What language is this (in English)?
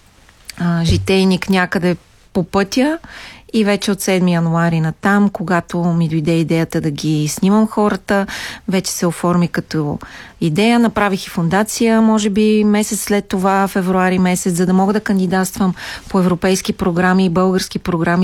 Bulgarian